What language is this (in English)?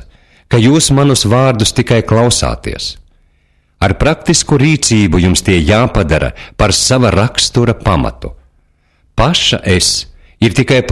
Latvian